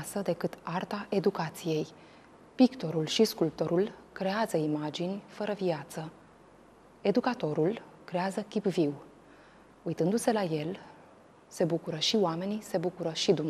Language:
Romanian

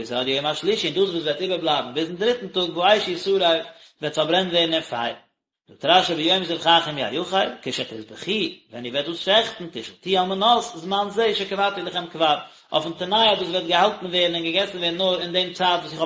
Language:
Yiddish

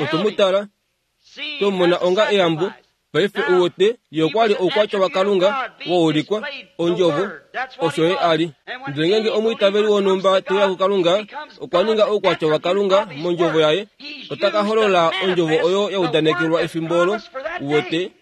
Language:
Kuanyama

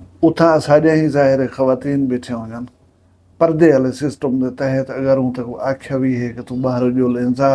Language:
Saraiki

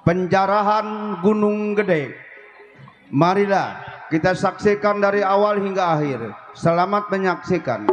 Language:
Betawi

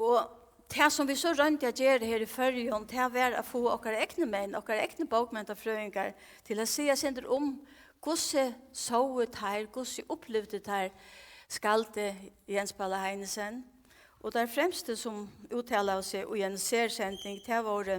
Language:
Faroese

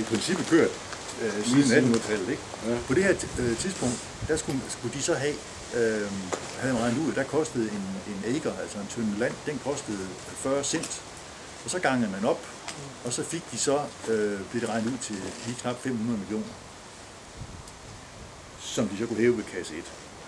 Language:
Danish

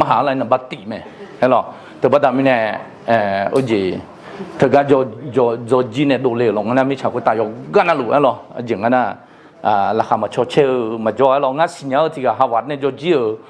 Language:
Akha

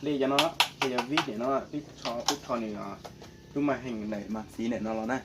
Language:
Hmong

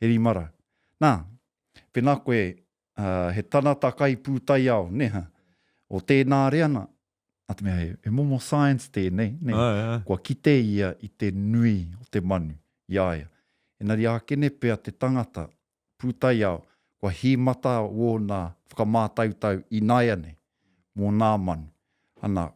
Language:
Māori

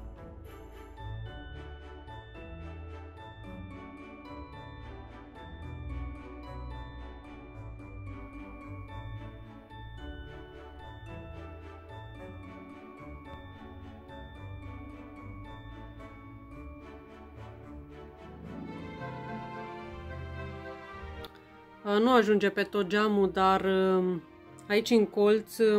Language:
Romanian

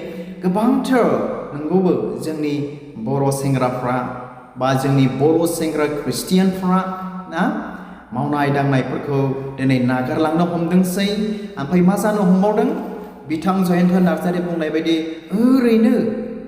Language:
Bodo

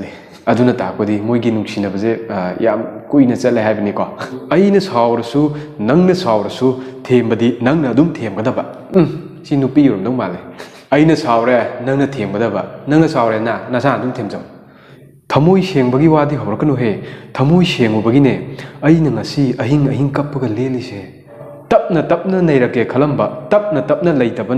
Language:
Manipuri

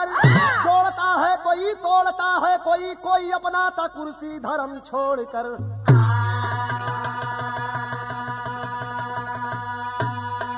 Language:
Bhojpuri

